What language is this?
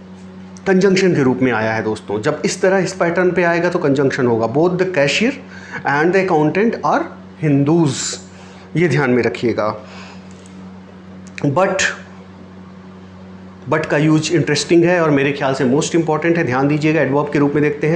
Hindi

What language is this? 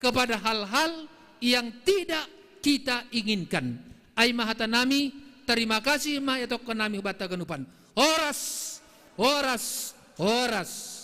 Batak Simalungun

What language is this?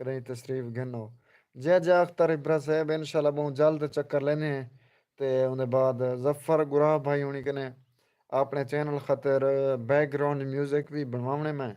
Saraiki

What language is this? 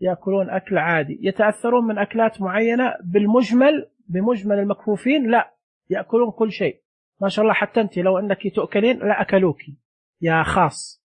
Najdi Arabic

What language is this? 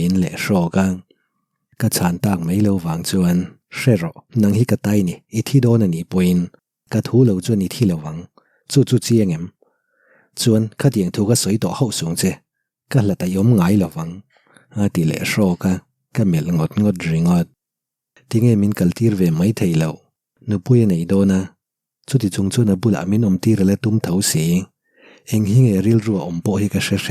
Mizo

